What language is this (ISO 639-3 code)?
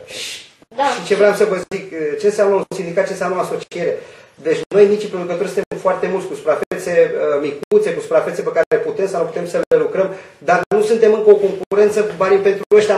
ron